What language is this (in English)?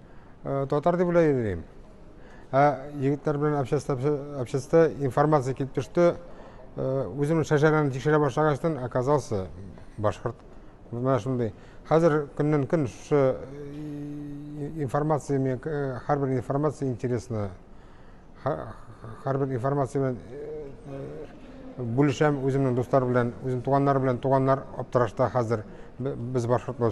Bashkir